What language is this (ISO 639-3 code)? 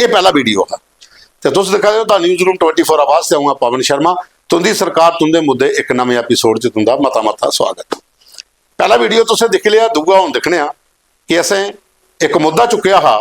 doi